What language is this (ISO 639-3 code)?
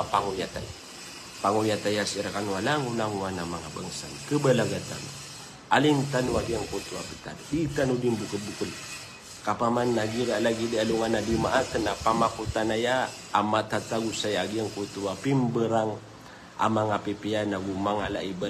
mrw